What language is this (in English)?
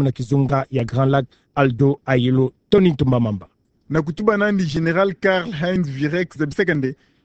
Kituba (Democratic Republic of Congo)